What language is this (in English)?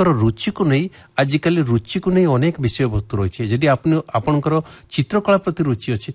Odia